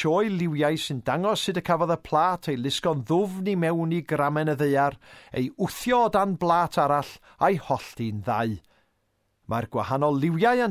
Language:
Welsh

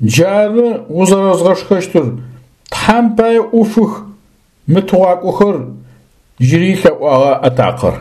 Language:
Adyghe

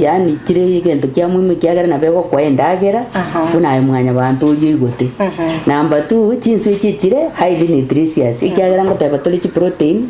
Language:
Gusii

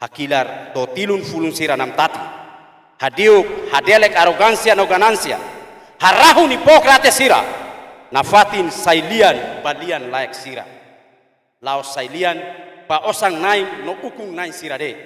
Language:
Tetum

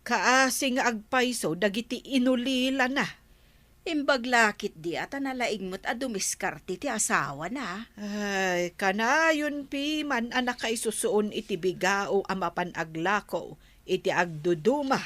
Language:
Iloko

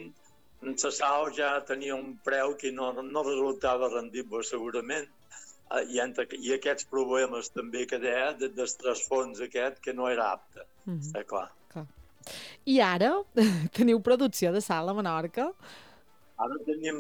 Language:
Catalan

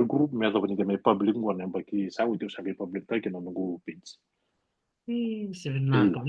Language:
Fijian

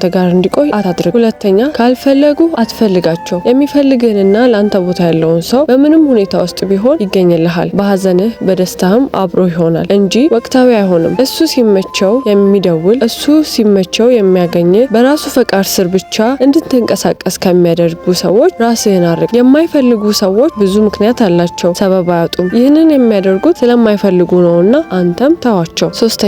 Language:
Amharic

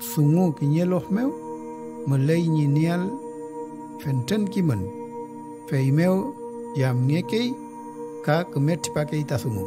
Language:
Mapuche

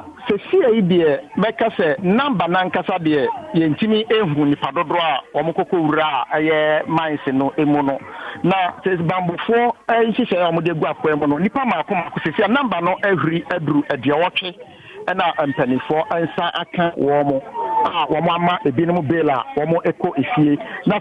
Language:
Akan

